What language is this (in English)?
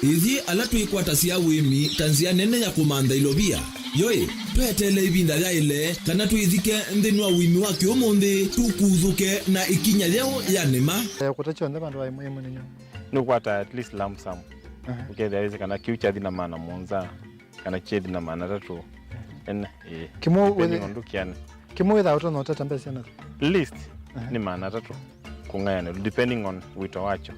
Kamba